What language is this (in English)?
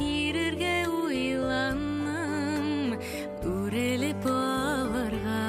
Bashkir